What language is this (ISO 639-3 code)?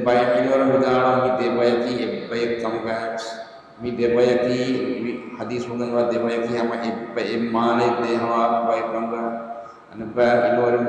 div